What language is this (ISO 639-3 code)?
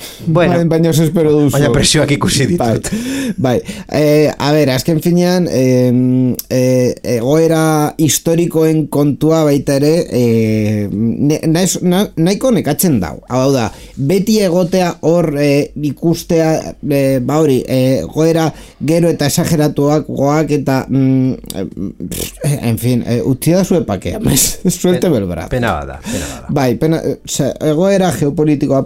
eus